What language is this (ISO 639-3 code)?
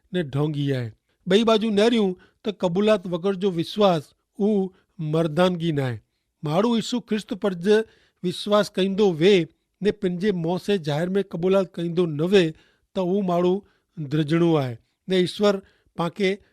kfr